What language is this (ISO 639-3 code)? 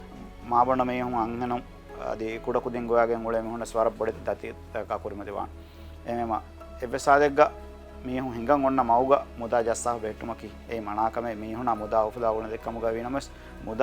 div